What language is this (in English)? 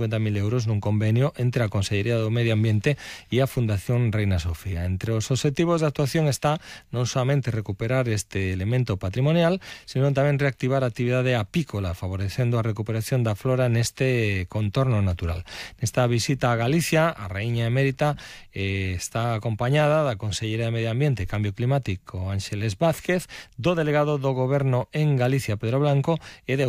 Galician